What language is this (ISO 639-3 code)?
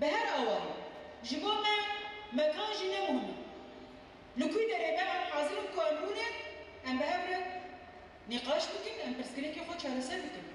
kur